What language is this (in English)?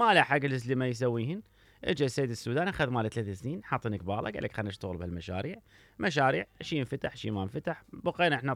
Mesopotamian Arabic